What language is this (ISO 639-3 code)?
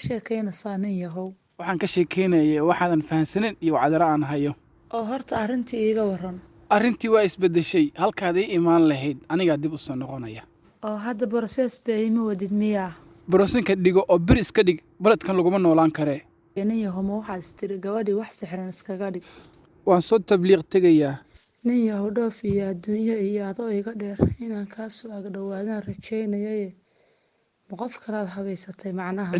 som